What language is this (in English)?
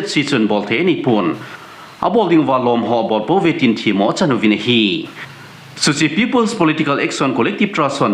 Thado Chin